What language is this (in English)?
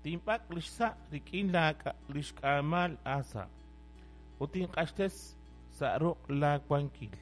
Kekchí